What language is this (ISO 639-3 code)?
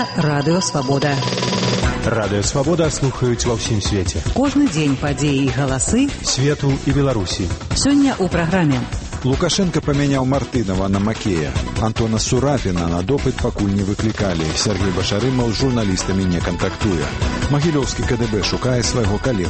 bel